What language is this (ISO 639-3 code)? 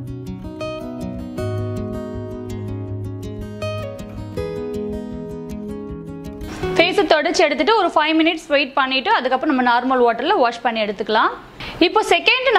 tam